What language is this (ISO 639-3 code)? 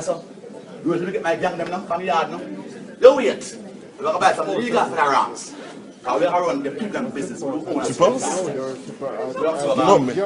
jam